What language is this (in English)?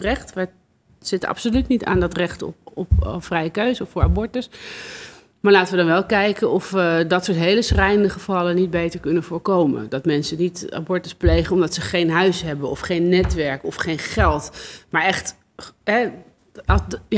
Dutch